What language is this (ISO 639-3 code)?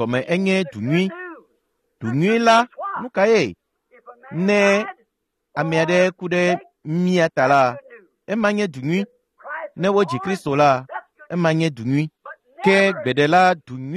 ewe